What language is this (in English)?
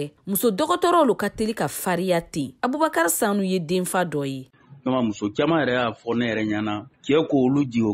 Bambara